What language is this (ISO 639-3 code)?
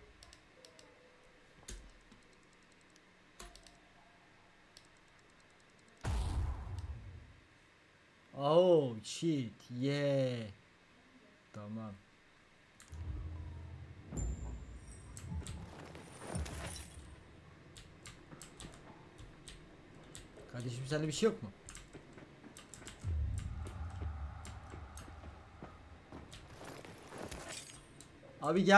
tur